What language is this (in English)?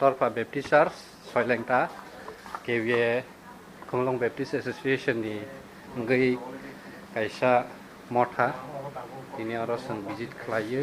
Kok Borok